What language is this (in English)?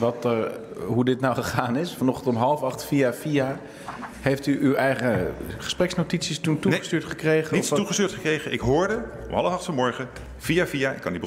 Dutch